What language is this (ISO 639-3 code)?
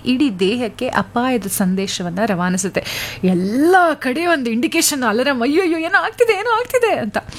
kan